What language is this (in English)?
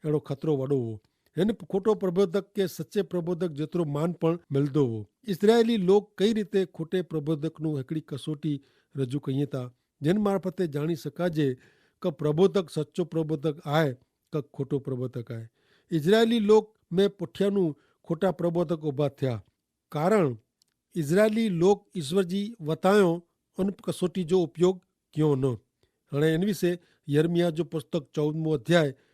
Kachhi